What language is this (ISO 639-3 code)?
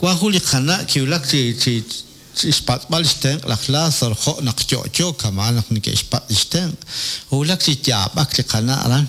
kek